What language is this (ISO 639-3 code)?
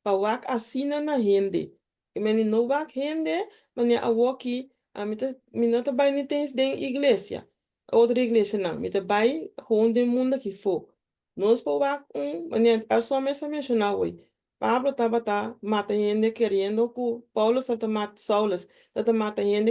pap